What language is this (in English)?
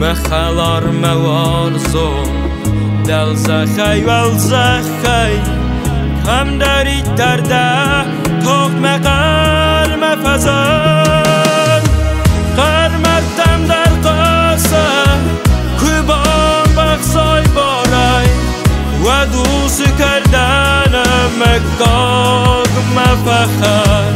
Ossetic